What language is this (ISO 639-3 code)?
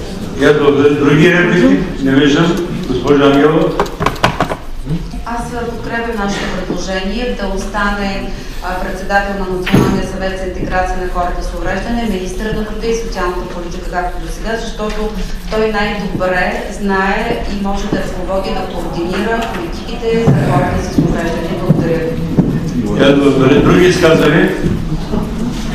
bul